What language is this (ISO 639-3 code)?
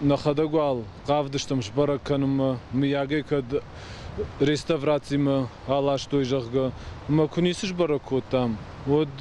oss